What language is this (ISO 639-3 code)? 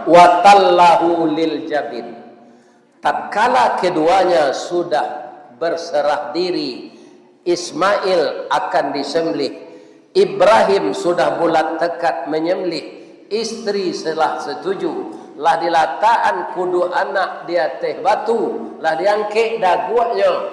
min